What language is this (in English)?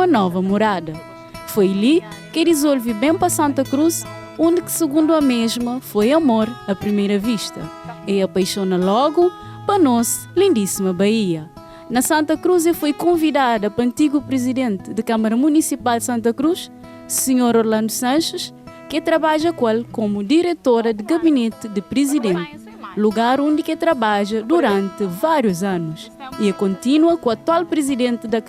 Kabuverdianu